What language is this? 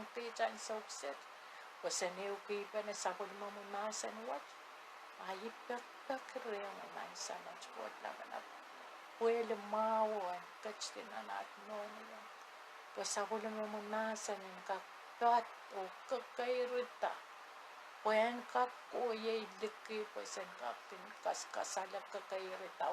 Pohnpeian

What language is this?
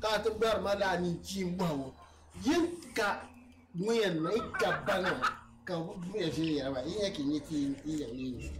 Dagbani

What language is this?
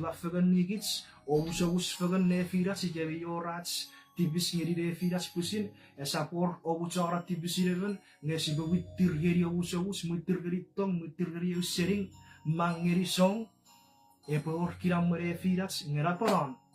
Chuukese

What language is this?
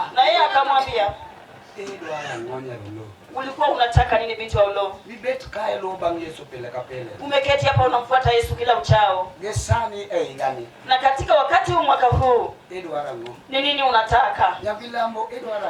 Luo (Kenya and Tanzania)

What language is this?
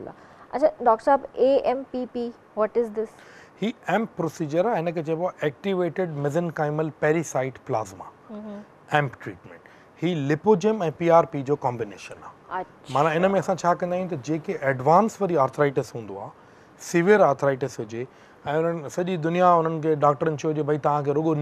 Sindhi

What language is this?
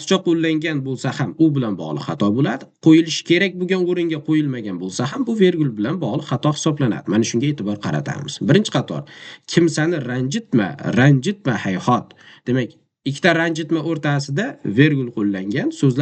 Uzbek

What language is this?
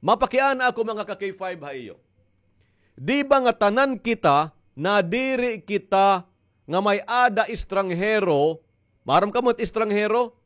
Waray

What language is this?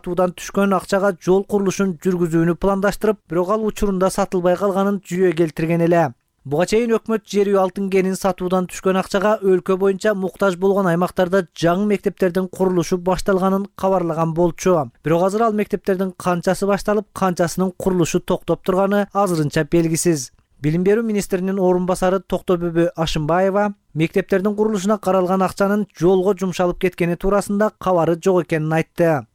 Kyrgyz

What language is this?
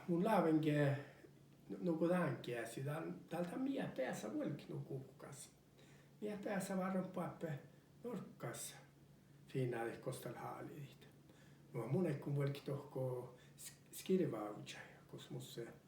Northern Sami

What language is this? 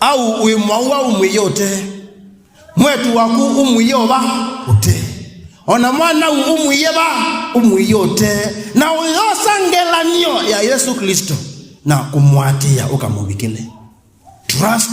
Kamba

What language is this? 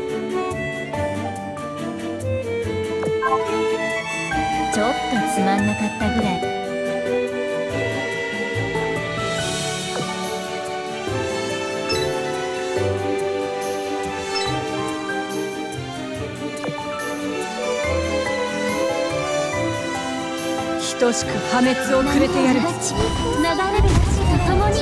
Japanese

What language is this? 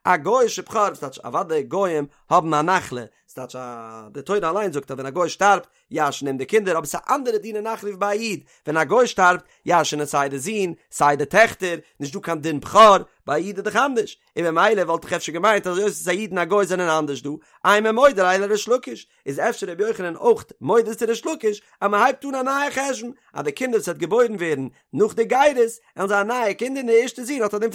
Yiddish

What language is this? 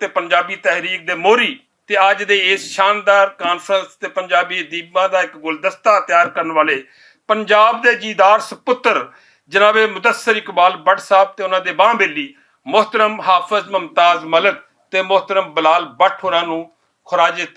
Western Panjabi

